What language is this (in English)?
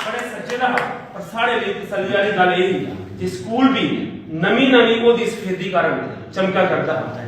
Dogri